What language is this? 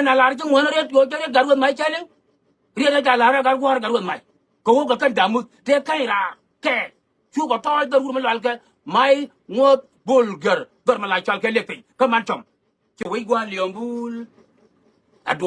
Nuer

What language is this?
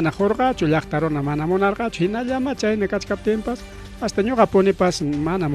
Ayacucho Quechua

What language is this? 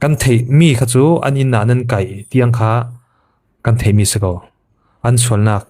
Falam Chin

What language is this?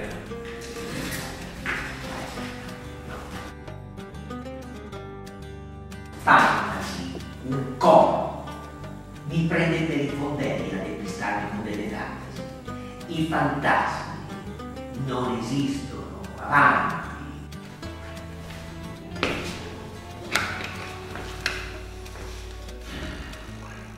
Italian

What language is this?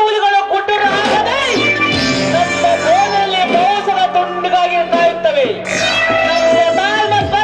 Kannada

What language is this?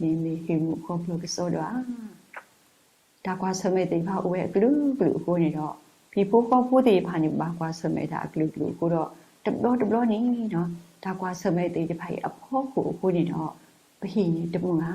S'gaw Karen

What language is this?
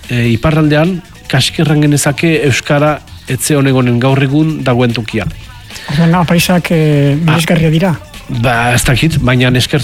Basque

